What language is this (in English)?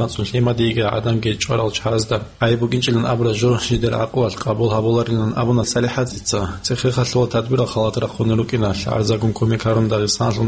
Avaric